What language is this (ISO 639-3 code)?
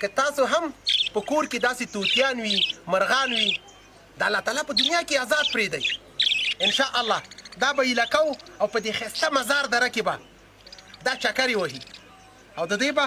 pus